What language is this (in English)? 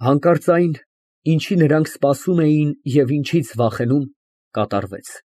Armenian